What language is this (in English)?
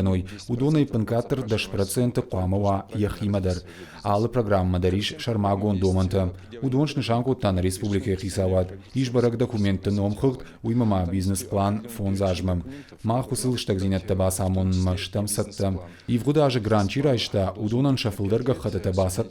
Ossetic